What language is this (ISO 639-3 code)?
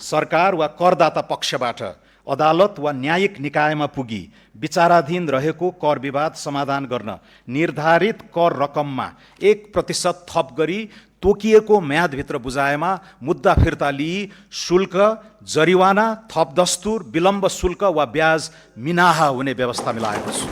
nep